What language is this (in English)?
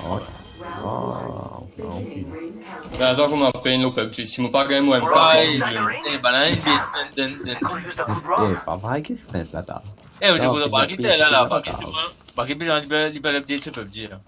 Morisyen